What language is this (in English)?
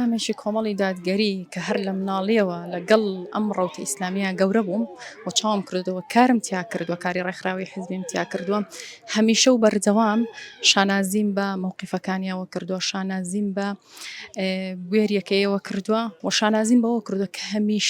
Central Kurdish